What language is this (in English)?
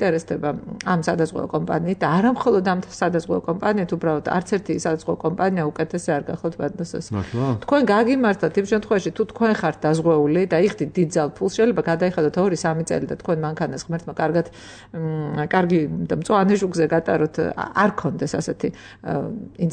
Georgian